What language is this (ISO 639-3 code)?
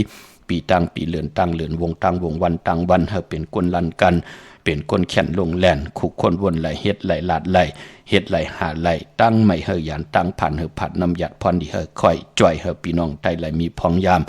shn